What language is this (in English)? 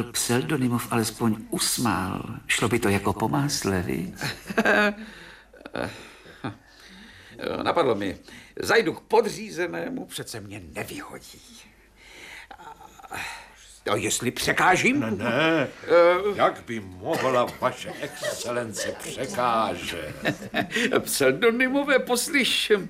Czech